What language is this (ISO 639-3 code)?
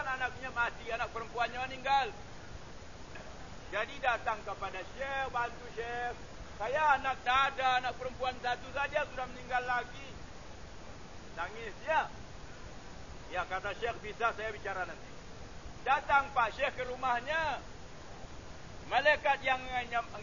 msa